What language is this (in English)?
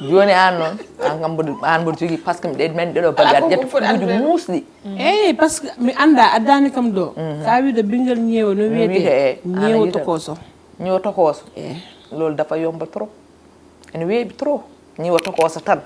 Fula